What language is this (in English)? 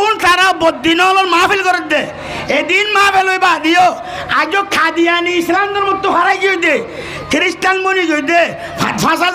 Rohingya